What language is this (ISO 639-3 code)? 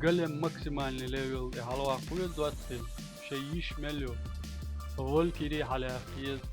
che